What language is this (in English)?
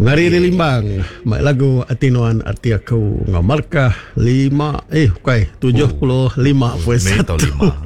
Iban